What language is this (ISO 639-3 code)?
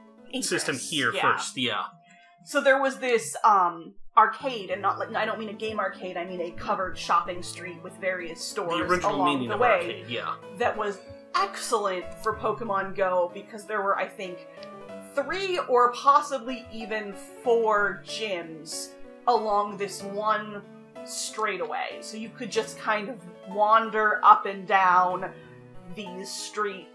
eng